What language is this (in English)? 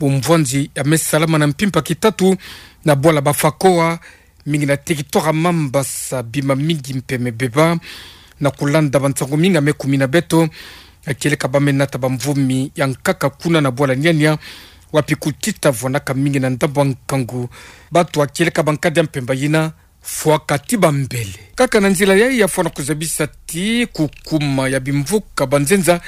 Kituba (Democratic Republic of Congo)